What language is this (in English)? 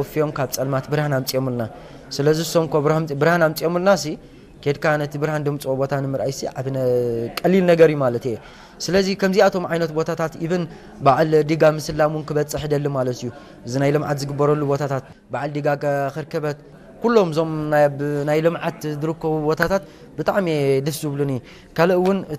Tigrinya